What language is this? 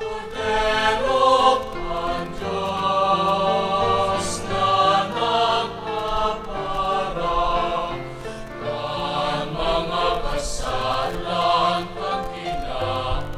Bikol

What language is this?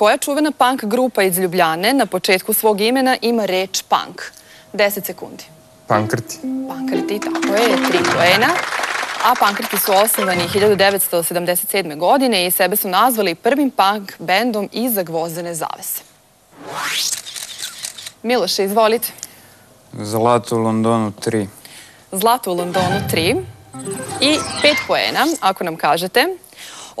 Serbian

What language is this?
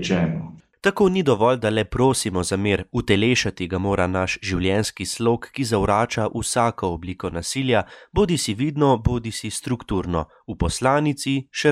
Slovenian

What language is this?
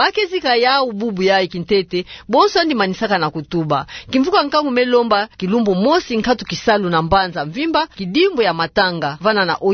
Kituba (Democratic Republic of Congo)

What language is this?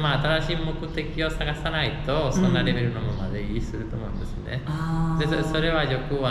Japanese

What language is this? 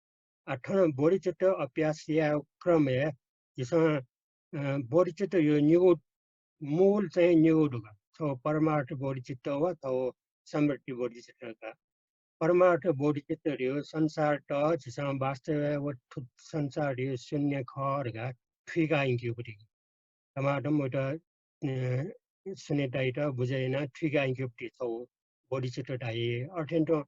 Newari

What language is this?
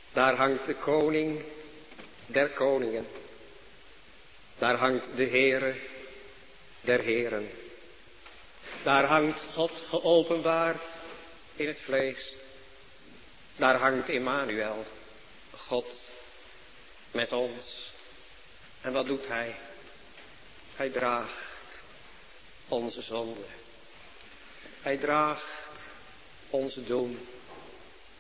Dutch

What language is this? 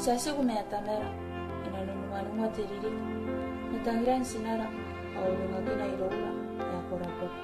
Gilbertese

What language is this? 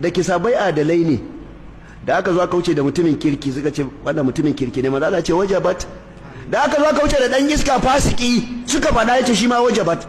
Hausa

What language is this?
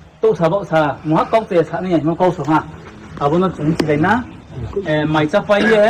Riang (India)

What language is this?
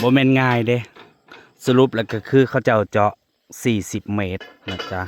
Northeastern Thai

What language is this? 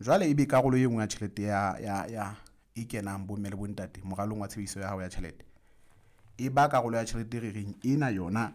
Southern Sotho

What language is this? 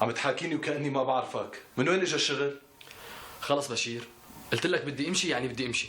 North Levantine Arabic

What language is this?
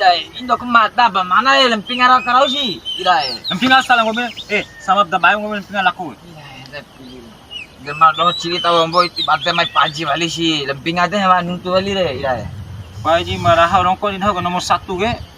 Bima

